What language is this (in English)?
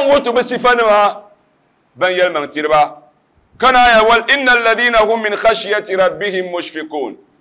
Dagbani